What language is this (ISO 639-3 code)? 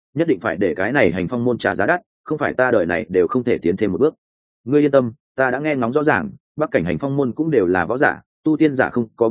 vie